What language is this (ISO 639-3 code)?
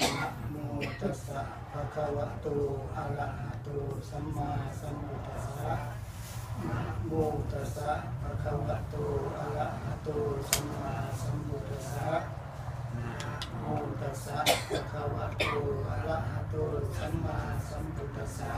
pli